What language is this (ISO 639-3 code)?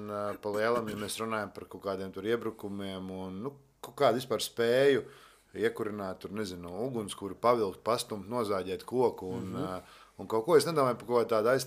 lav